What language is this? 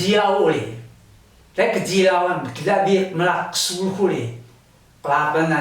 Taroko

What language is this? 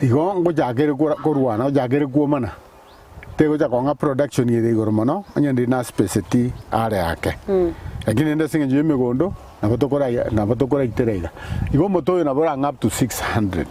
Gusii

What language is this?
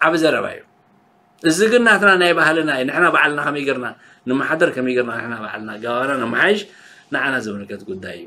Tigrinya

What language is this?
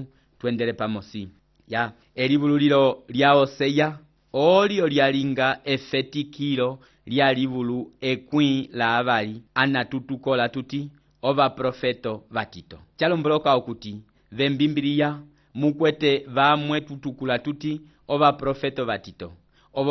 Umbundu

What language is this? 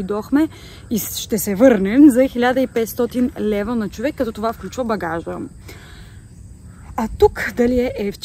Bulgarian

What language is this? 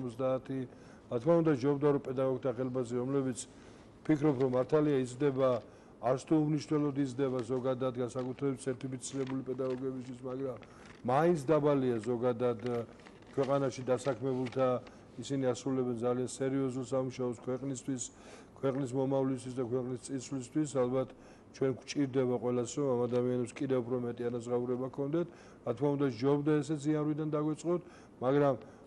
Georgian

